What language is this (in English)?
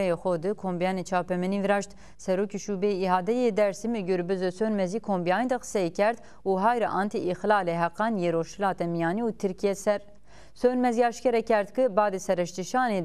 Zaza